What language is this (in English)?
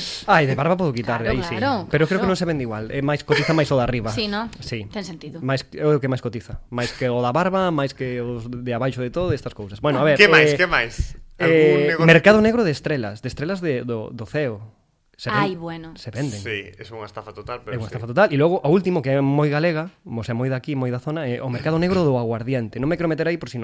Galician